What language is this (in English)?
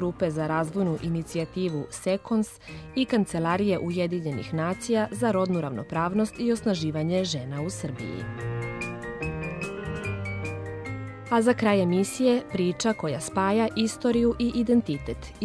Serbian